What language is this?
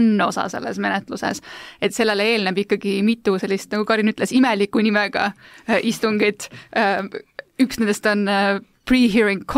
Estonian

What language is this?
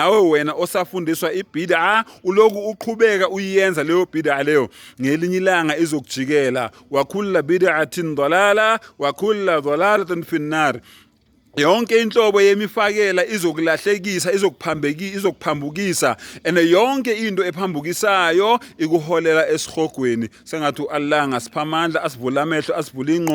Zulu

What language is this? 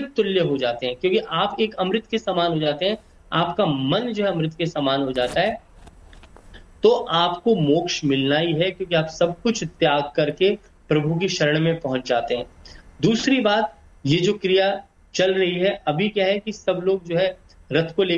Hindi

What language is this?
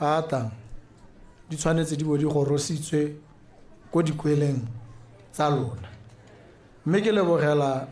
Tswana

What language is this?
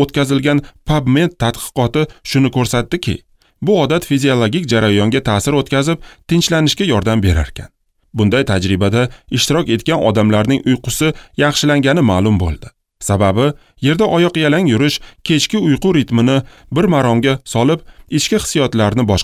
Uzbek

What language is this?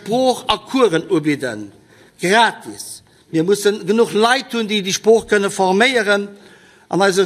Luxembourgish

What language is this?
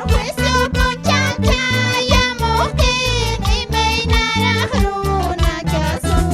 Quechua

